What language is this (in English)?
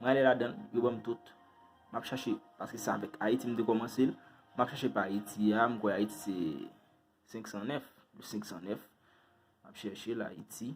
Haitian Creole